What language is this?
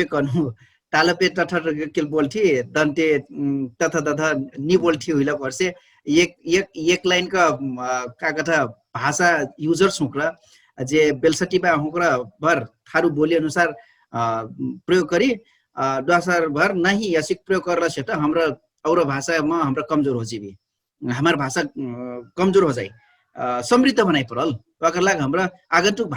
Dangaura Tharu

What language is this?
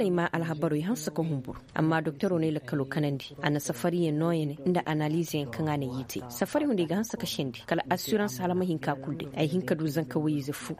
Koyraboro Senni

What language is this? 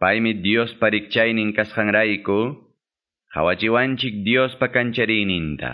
Quechua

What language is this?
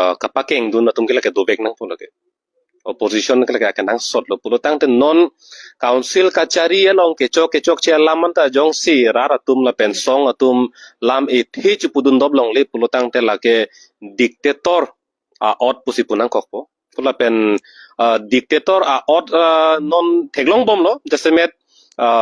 Karbi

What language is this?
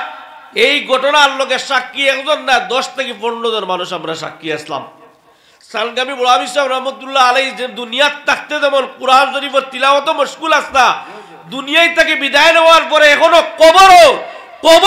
Sylheti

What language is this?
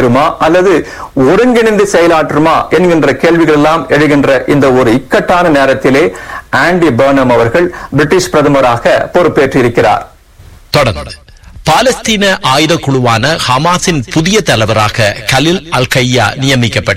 Tamil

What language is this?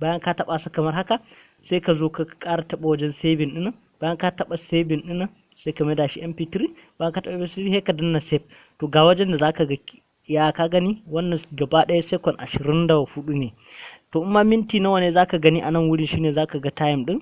Hausa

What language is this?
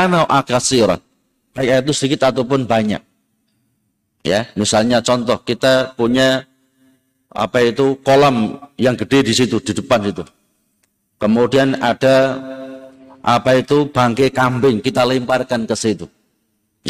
Indonesian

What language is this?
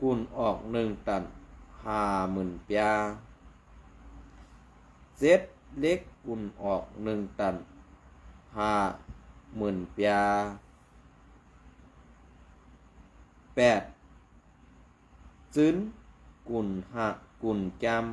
Shan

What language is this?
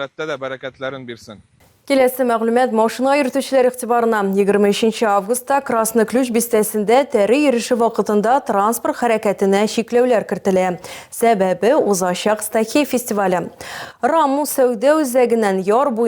Tatar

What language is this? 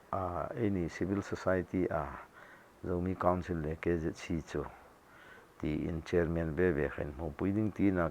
Hmar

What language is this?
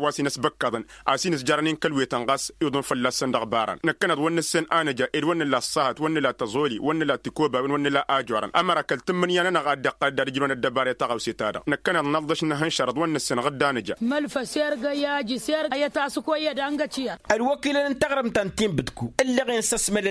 Tamasheq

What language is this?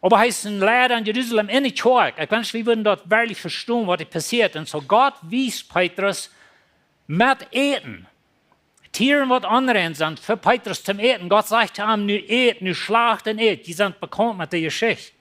Plautdietsch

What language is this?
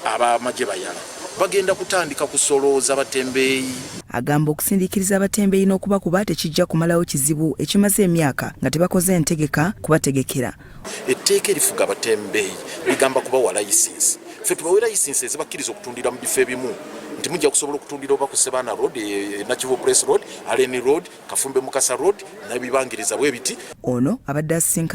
Ganda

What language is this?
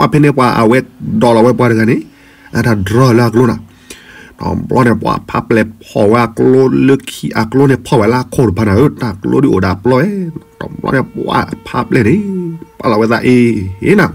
S'gaw Karen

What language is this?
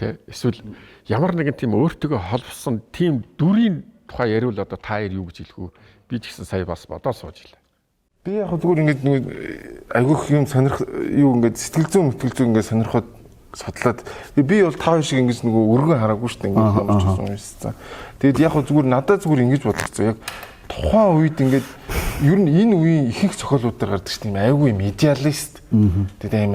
Mongolian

